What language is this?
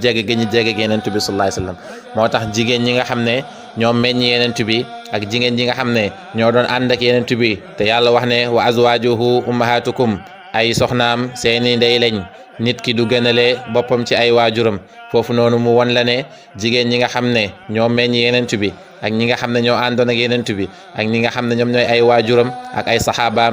Wolof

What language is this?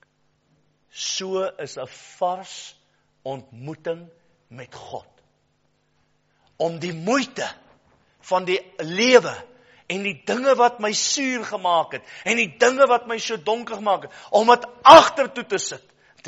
Afrikaans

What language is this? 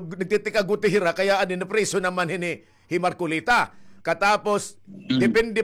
Waray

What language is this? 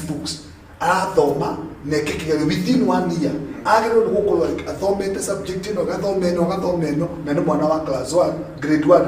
Kikuyu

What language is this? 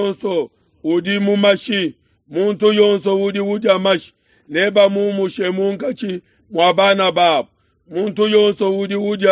Luba-Lulua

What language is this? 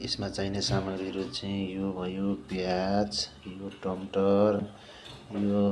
Nepali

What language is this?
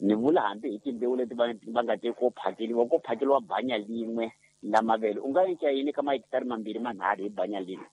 Tsonga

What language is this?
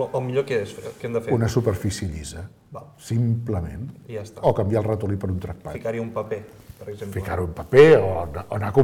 Catalan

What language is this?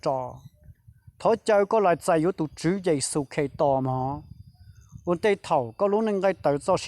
Hmong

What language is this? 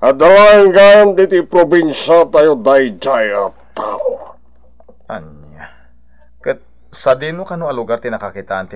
Iloko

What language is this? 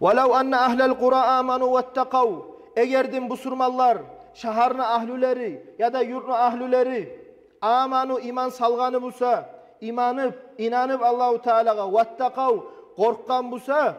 Kumyk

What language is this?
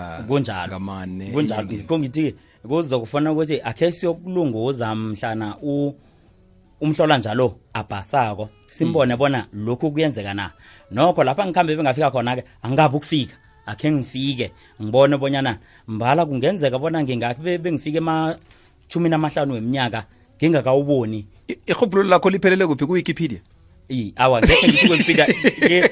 South Ndebele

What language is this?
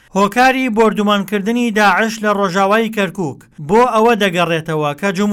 Central Kurdish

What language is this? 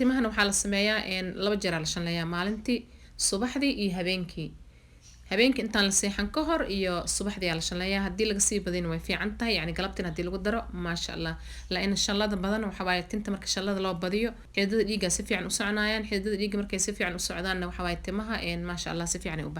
Somali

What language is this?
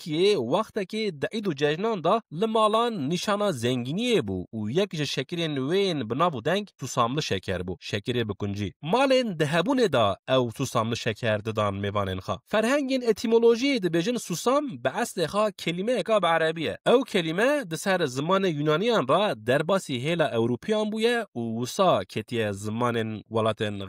Kurdish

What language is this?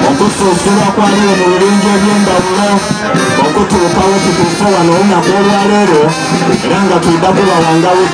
Soga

